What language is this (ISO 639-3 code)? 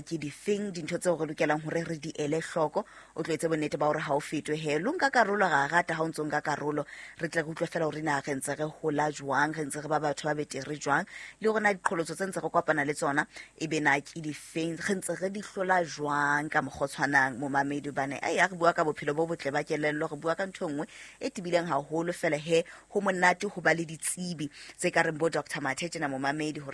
sot